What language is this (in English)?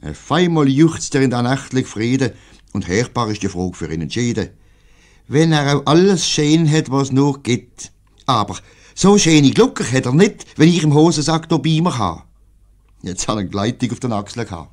Swiss German